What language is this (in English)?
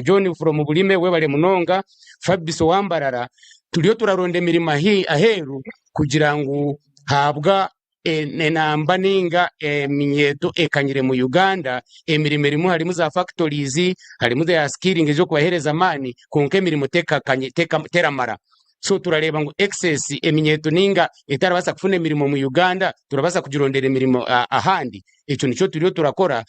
Nyankole